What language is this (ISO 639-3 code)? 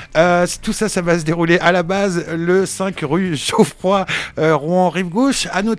fra